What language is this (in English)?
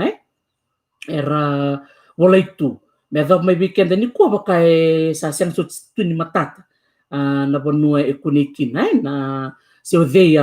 Fijian